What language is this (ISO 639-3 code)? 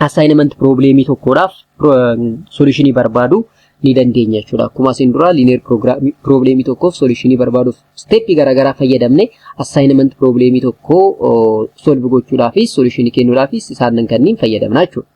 orm